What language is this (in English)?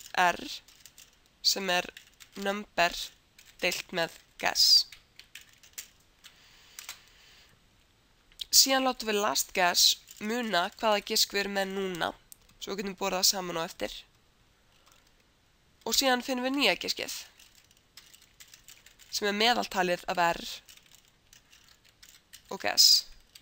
Icelandic